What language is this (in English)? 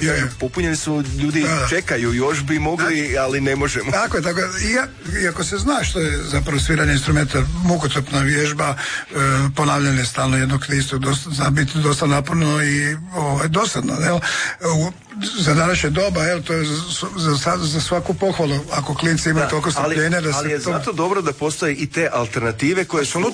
Croatian